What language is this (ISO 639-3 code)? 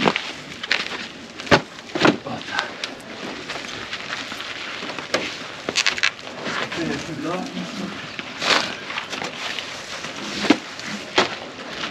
ukr